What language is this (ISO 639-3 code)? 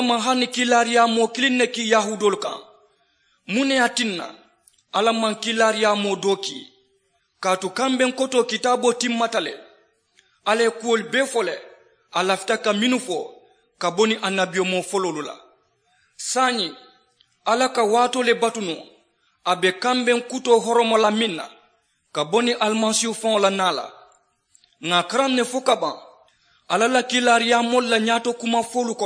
man